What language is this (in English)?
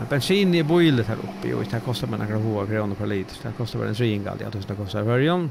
Faroese